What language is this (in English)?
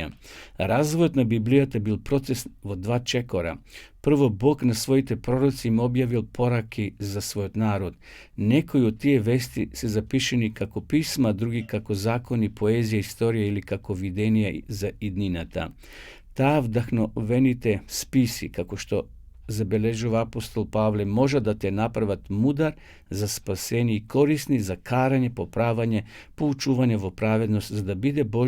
Macedonian